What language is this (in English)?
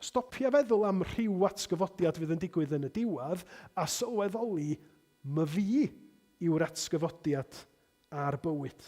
Welsh